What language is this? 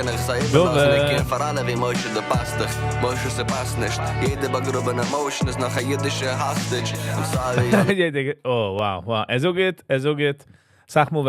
Yiddish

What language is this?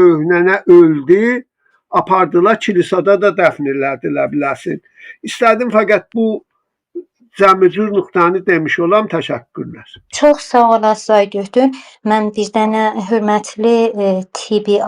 South Azerbaijani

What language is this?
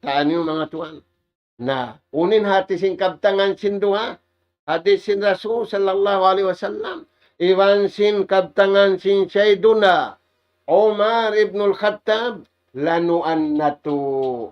Tausug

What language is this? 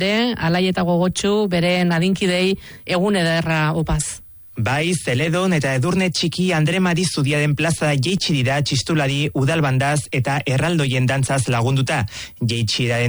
Basque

